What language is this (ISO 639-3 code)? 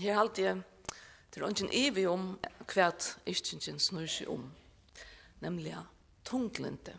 fao